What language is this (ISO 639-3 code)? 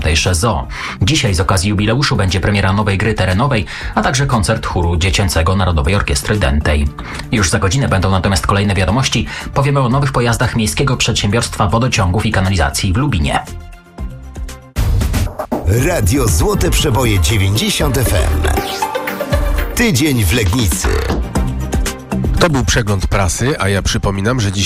pol